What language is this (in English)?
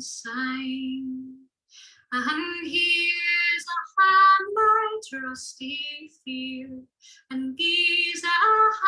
Scots